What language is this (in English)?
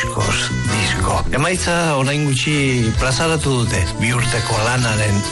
Basque